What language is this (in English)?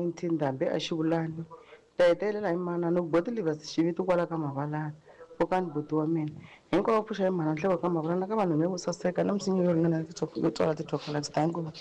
Tsonga